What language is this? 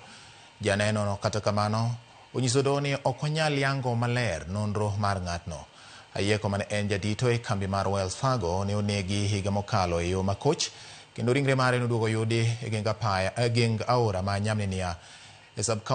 Luo (Kenya and Tanzania)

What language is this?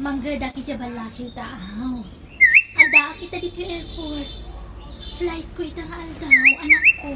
Iloko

